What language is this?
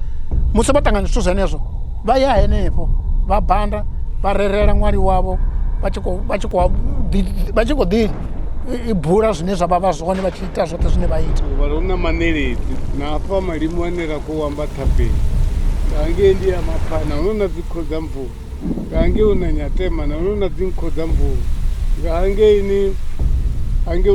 Venda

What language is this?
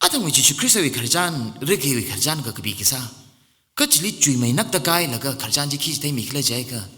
Tangkhul Naga (India)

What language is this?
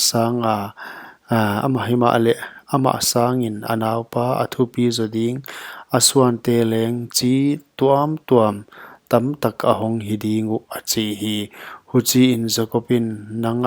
Paite Chin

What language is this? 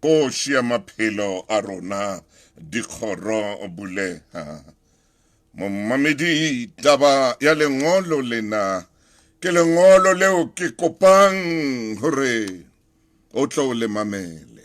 Southern Sotho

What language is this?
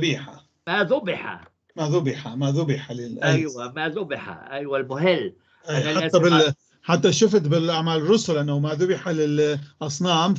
North Levantine Arabic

